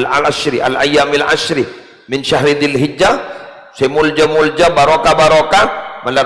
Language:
Madurese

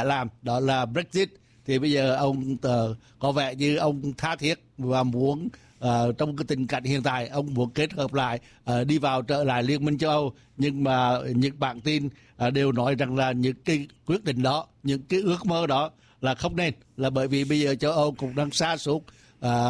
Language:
Vietnamese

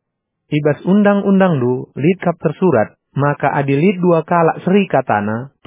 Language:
Batak Karo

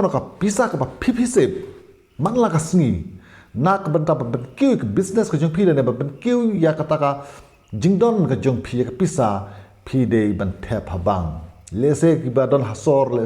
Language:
Khasi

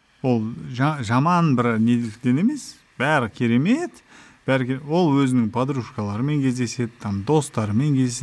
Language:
Kazakh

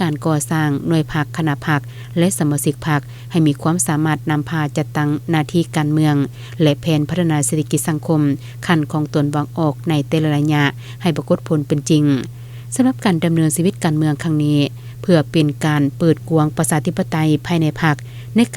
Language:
Lao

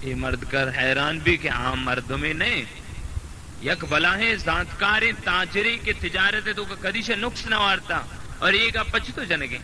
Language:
Baluchi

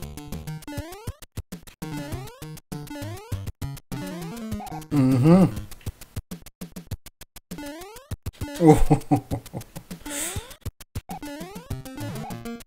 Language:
French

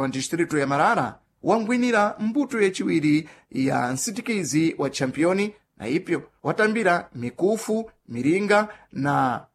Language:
Sena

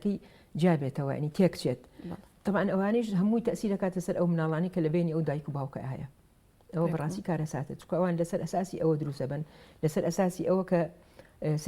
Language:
Central Kurdish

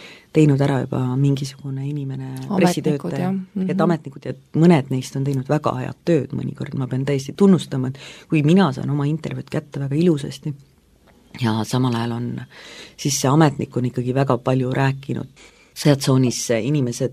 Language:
Estonian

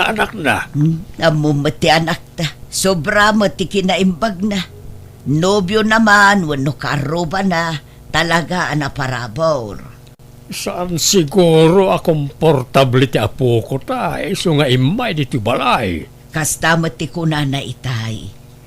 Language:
Iloko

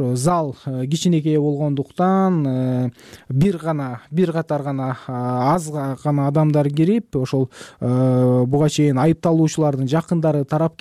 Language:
Kyrgyz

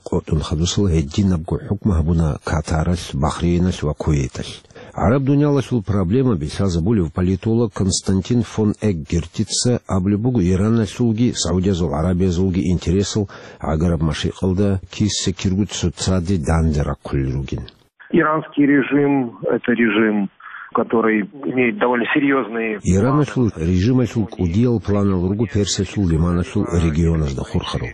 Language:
Avaric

